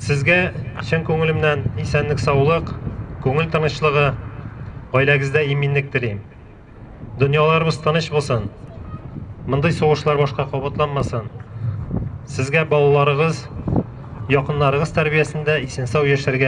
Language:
Tatar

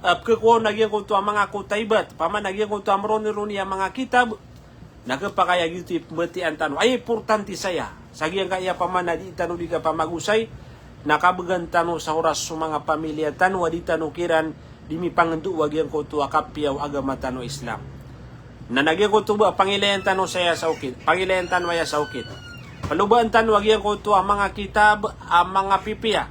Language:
Maranao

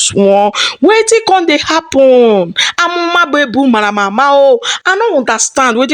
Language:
Nigerian Pidgin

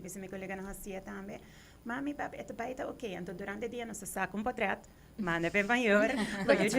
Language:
Papiamento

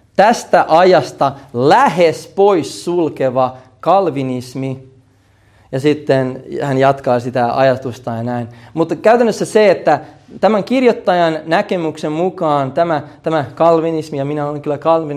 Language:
Finnish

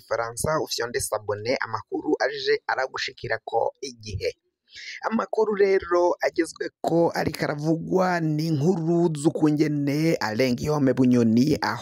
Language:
Rundi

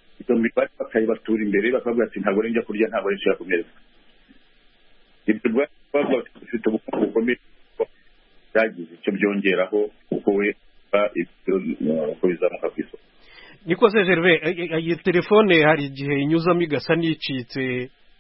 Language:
Kinyarwanda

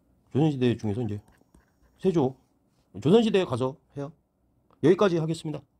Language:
Korean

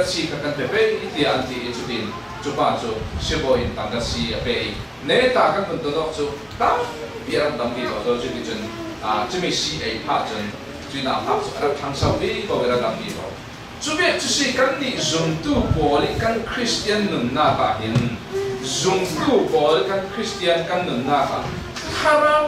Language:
Falam Chin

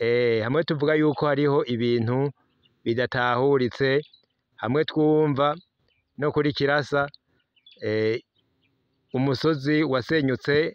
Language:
Rundi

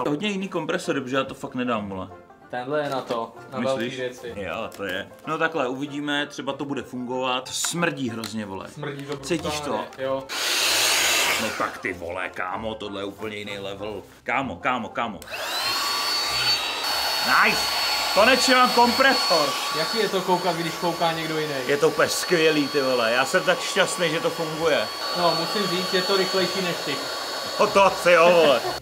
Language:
Czech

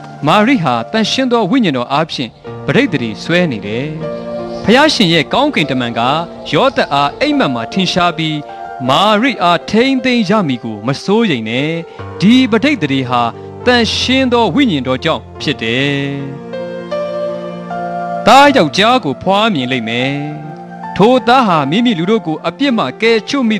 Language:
Burmese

